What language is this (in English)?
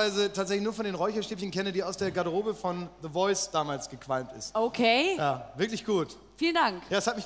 German